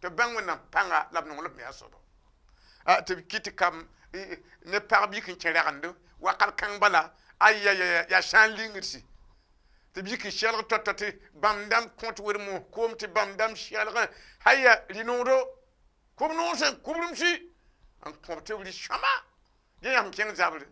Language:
Mossi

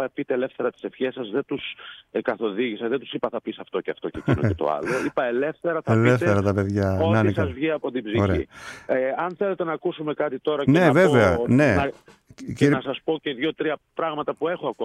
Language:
Greek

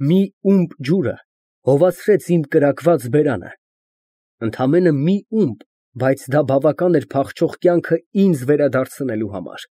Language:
Armenian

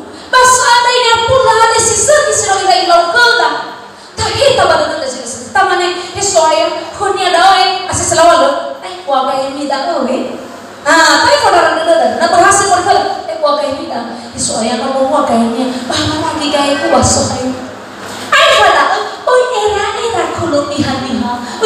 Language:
Nias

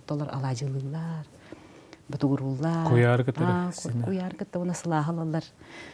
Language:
Yakut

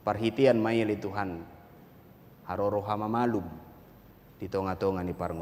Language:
Batak Toba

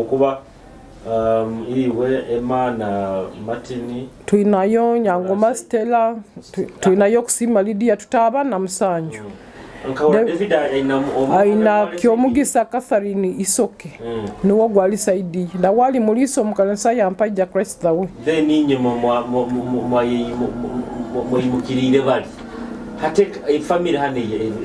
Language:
Nyoro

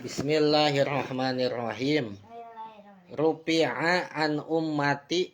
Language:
Sundanese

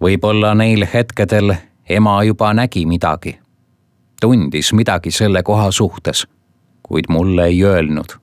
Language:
Estonian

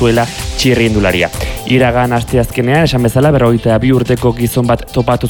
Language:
Basque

